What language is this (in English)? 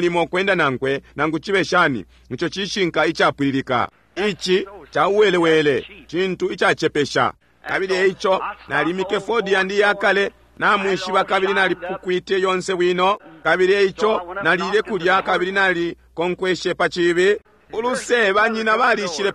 Bemba